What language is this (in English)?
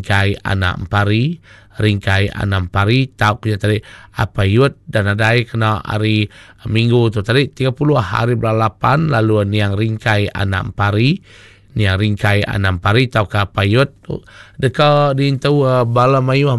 Iban